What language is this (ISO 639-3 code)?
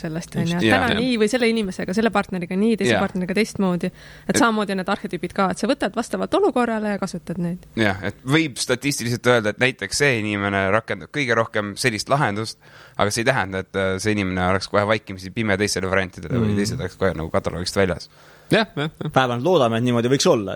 est